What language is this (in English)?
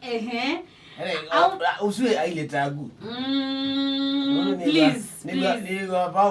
Kamba